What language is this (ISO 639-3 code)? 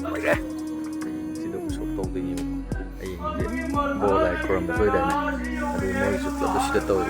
mni